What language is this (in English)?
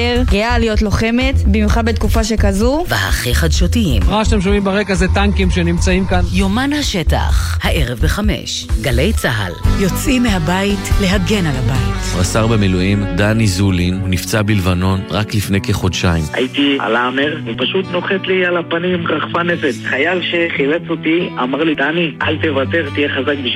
Hebrew